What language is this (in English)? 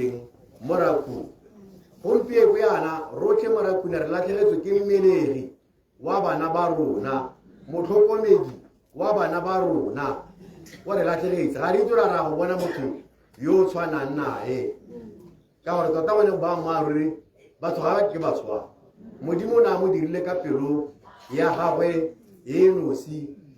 Tswana